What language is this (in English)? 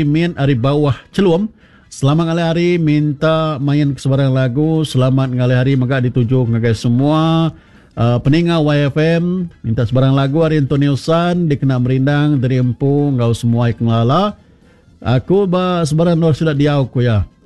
Iban